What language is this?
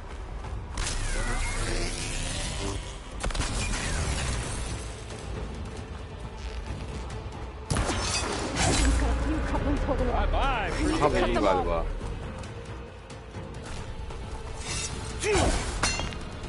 Turkish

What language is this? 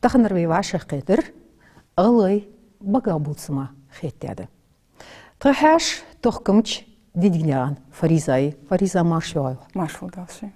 Ingush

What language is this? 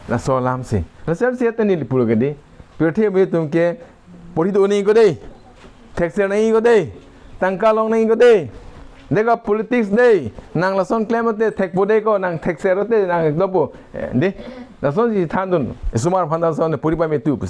Karbi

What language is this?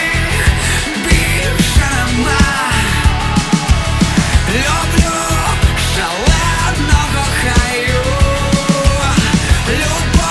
Ukrainian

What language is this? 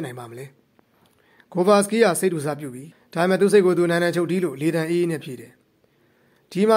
Burmese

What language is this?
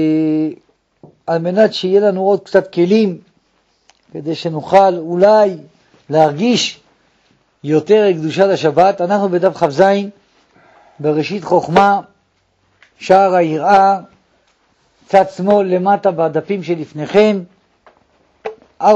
Hebrew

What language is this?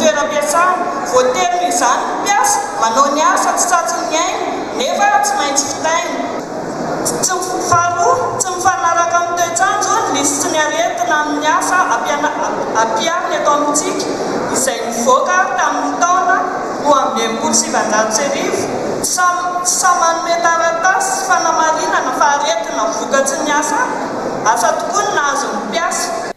Malagasy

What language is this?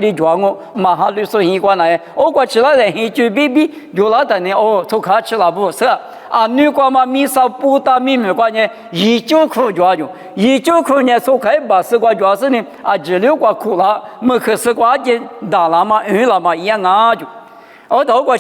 Lisu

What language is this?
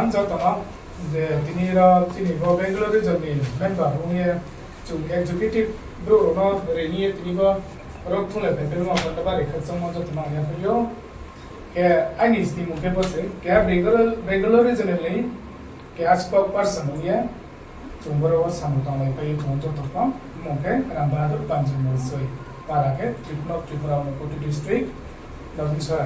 Riang (India)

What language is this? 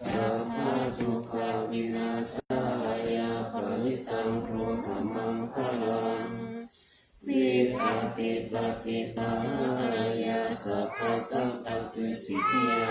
Pali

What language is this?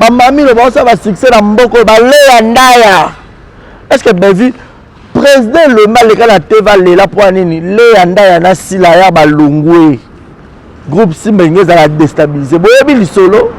Lingala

